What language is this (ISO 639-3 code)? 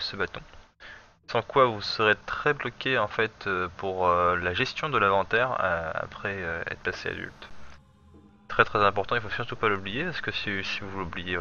fra